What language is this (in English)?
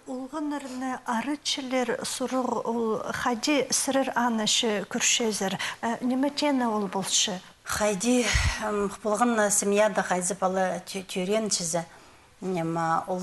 Khakas